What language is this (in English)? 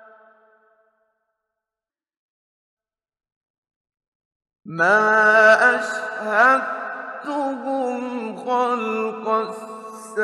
Arabic